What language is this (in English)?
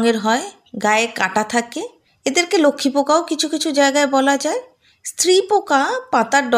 Bangla